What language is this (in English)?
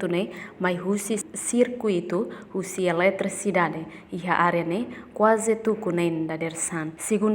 Tetum